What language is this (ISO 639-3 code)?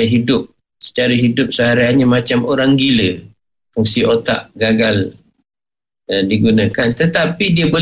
msa